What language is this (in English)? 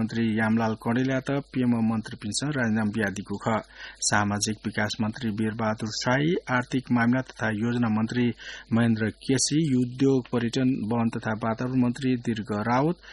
Newari